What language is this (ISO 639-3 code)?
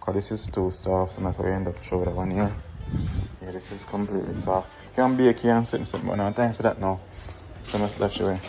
jam